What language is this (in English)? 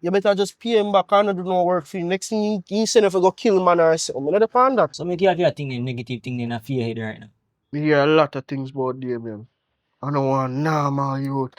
Jamaican Creole English